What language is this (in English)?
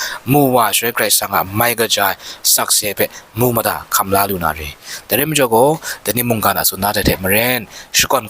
Kachin